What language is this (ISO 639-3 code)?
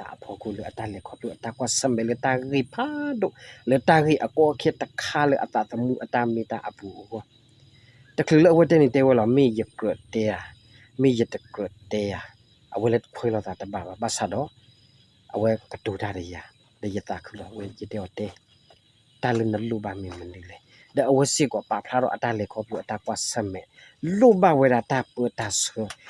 ksw